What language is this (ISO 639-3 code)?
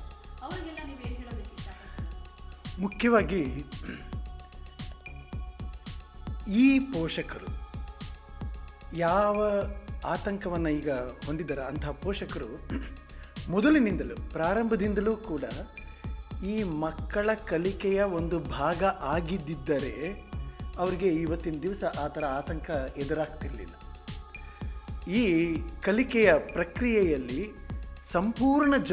kan